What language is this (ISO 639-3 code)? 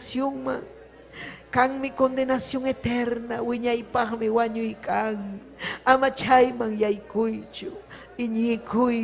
quy